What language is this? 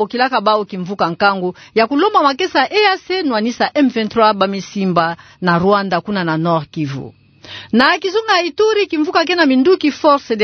Kituba (Democratic Republic of Congo)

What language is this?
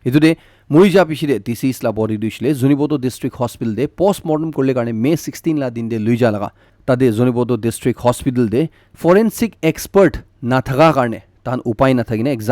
Naga Pidgin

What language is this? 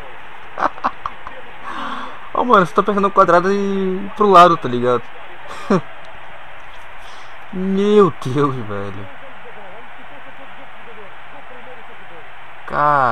Portuguese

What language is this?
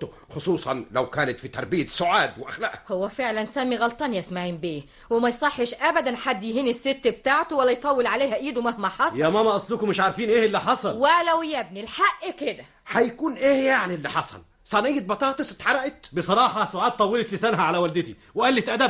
Egyptian Arabic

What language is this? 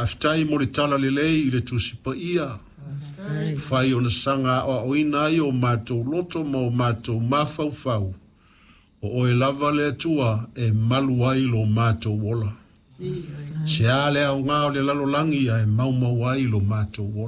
Samoan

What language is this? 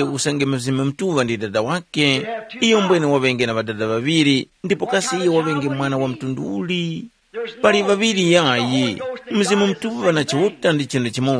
Tumbuka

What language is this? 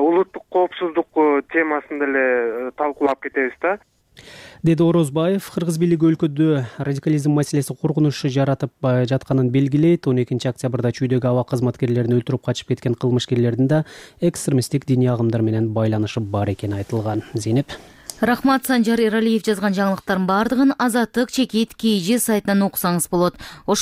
Kyrgyz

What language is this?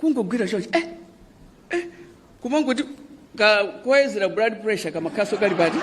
Nyanja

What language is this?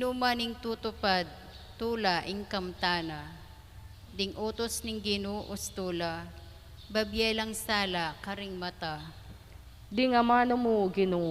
Pampanga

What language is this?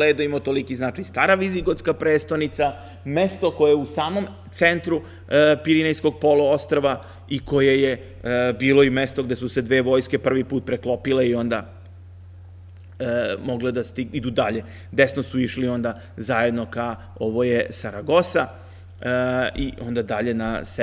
Serbian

